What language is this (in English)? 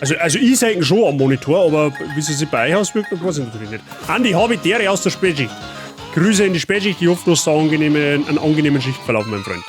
Bavarian